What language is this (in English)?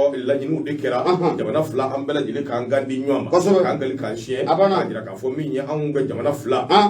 Bambara